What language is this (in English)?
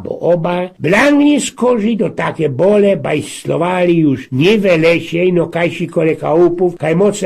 Silesian